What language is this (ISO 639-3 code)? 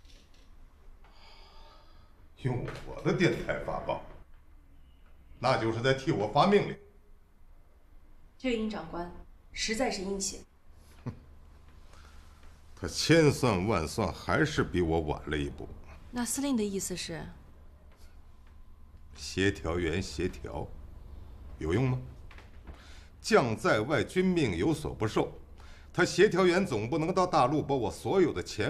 zho